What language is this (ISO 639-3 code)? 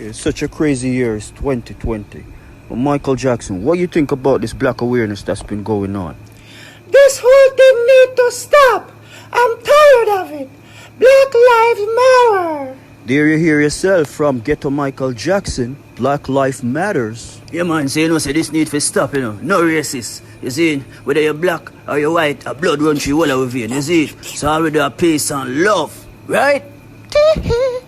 jam